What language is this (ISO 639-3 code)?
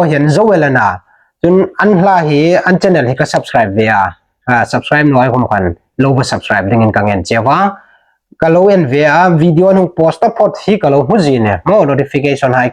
hmr